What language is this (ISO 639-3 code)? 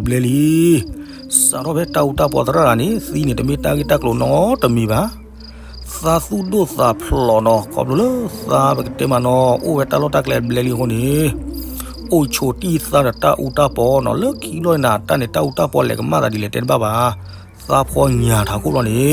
ksw